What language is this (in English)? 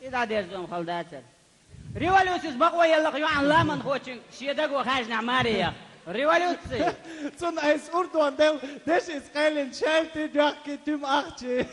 Chechen